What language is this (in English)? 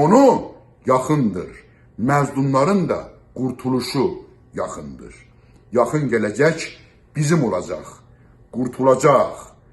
South Azerbaijani